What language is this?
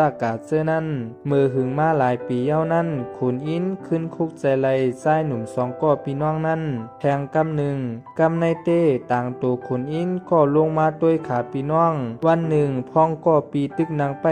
Shan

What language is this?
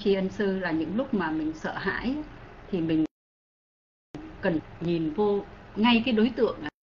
Vietnamese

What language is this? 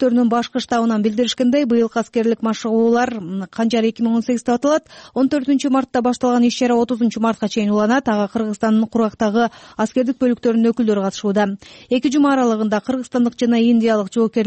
Kyrgyz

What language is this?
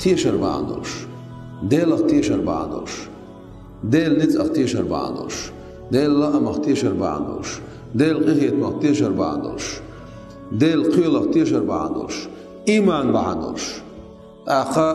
Chechen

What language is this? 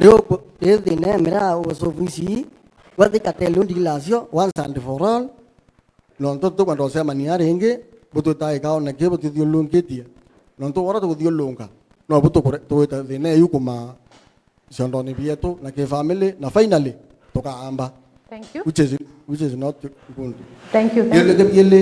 Meru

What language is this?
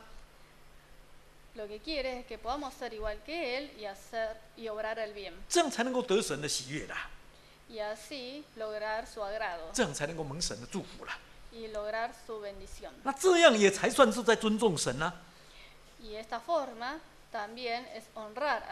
Chinese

